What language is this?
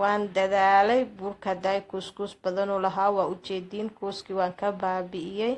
Somali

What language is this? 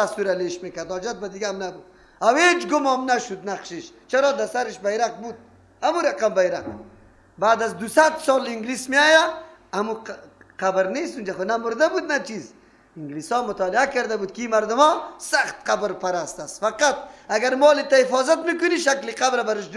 Persian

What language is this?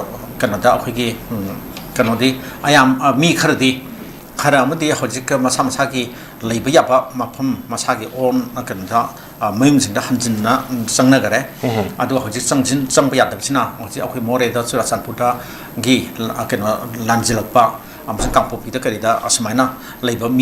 Manipuri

